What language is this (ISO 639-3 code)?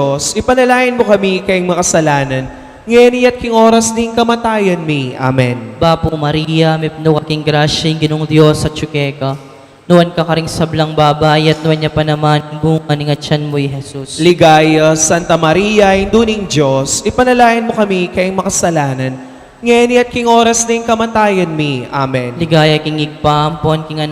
pam